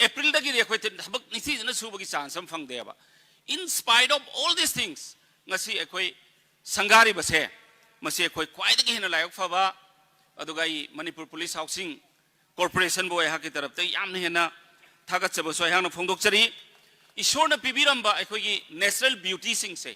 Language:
Manipuri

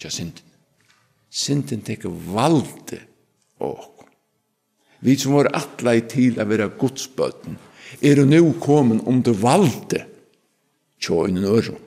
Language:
Faroese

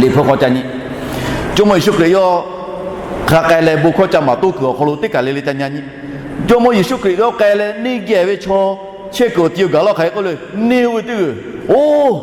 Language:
Lahu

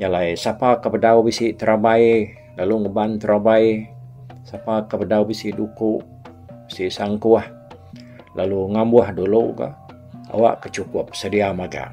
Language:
Iban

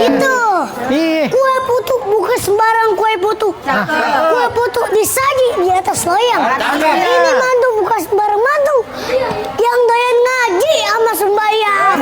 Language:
Betawi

